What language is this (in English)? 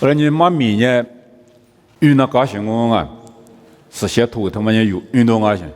Lisu